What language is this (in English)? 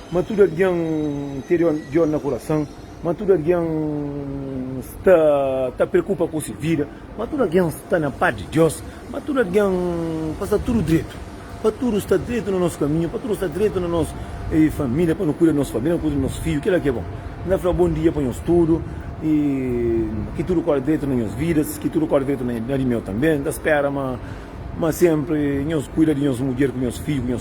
Kabuverdianu